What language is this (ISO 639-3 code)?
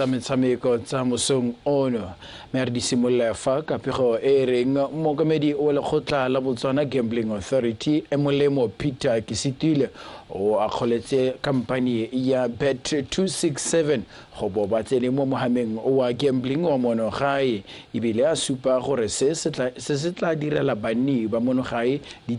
tsn